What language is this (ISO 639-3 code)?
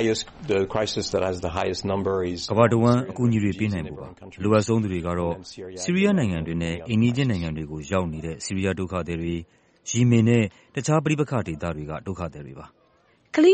mya